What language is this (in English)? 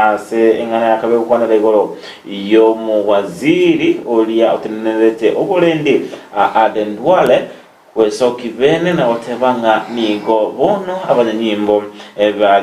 Gusii